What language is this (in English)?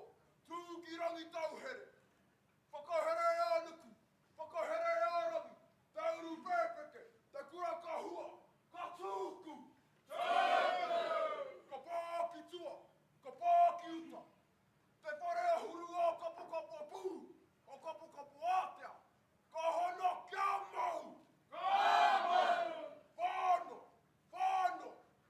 Māori